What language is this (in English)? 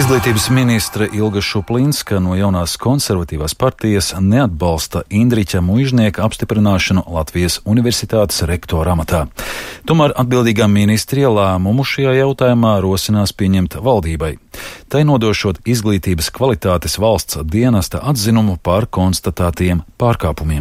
Latvian